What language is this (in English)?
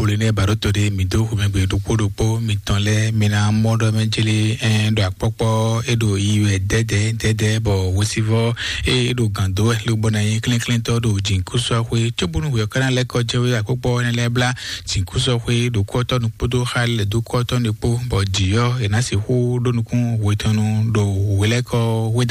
Fon